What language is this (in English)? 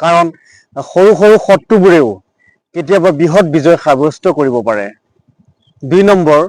Assamese